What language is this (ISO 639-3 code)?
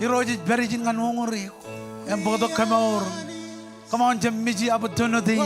mah